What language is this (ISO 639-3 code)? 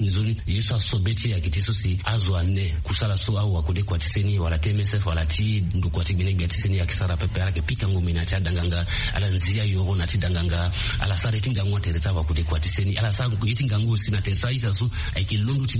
sag